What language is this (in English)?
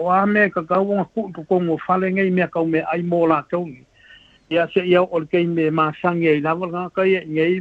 Samoan